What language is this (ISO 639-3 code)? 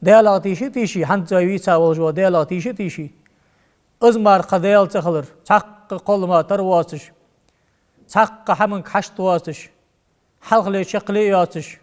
inh